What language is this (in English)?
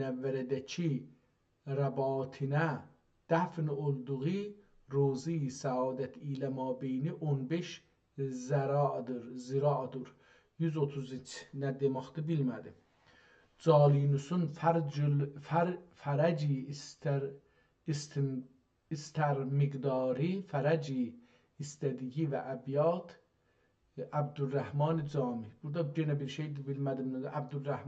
South Azerbaijani